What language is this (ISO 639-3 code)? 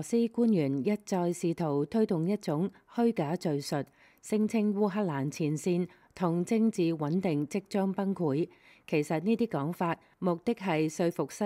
yue